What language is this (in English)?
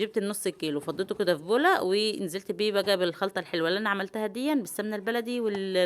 Egyptian Arabic